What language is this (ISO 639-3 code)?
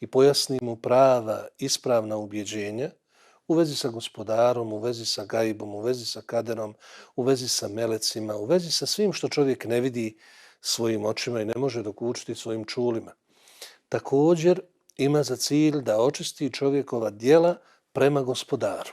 bos